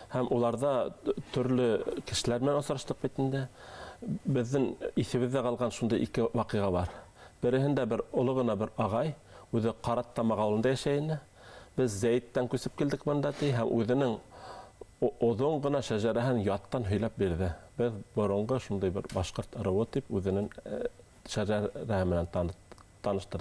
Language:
Bashkir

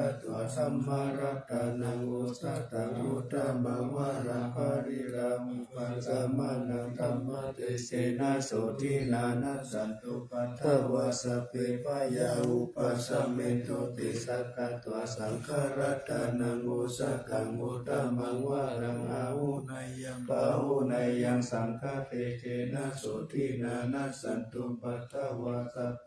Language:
Pali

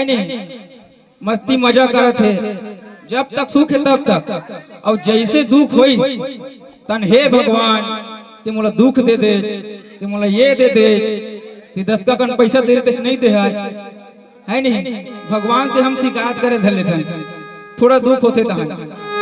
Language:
Chhattisgarhi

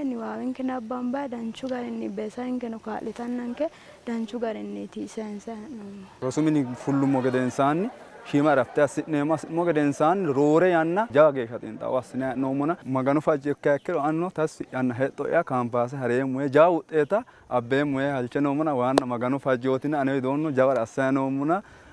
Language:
Sidamo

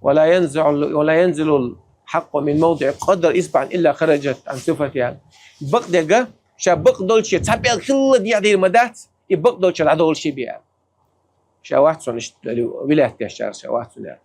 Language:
Chechen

